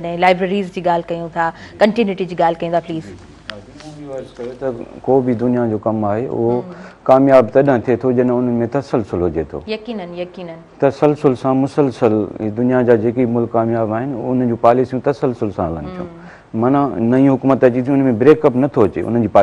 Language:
Sindhi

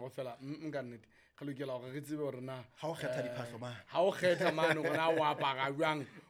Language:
Southern Sotho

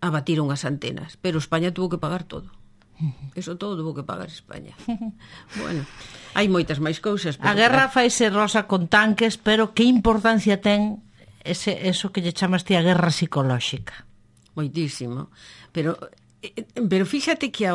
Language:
Galician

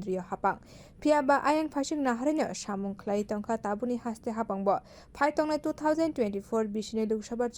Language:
Kok Borok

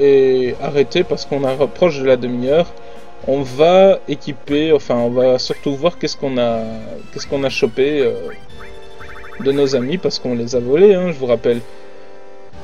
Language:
French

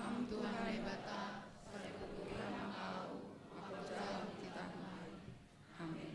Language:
Batak Simalungun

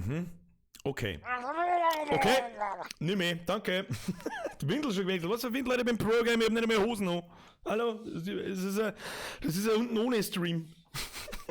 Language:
Bavarian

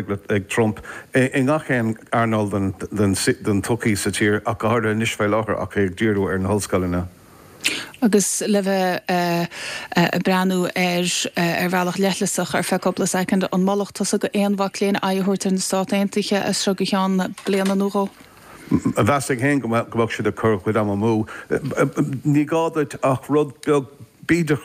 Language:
Irish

